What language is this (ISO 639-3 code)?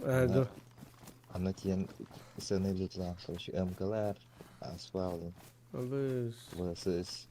sah